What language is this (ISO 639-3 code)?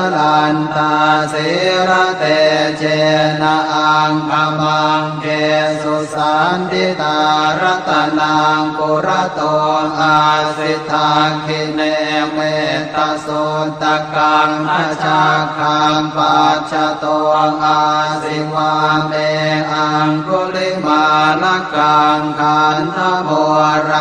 pli